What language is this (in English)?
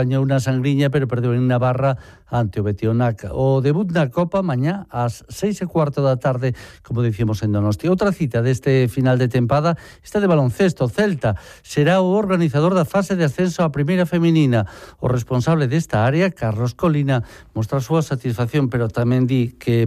Galician